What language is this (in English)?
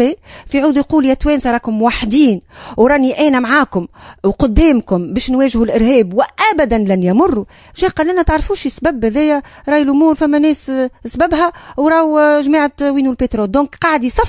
Tunisian Arabic